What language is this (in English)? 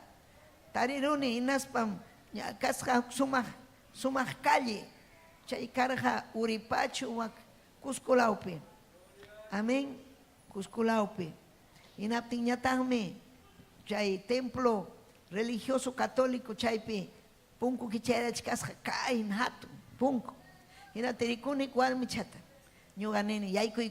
Ayacucho Quechua